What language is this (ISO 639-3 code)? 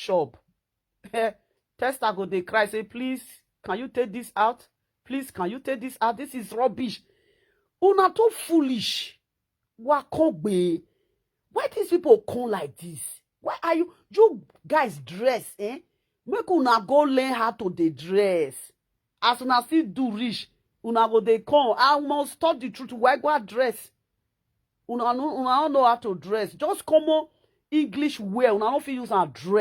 pcm